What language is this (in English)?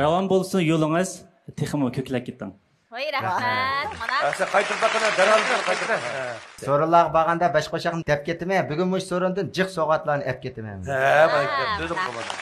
Uyghur